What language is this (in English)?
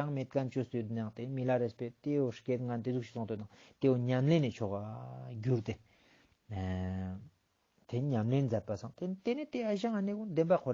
Ladakhi